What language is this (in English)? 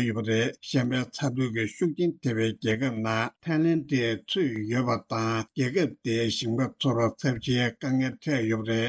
Tibetan